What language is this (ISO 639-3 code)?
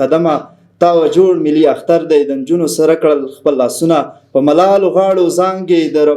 pus